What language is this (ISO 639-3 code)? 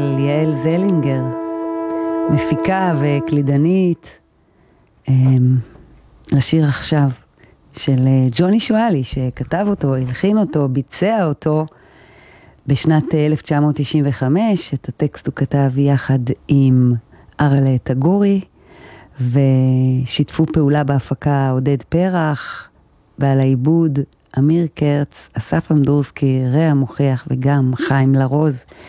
heb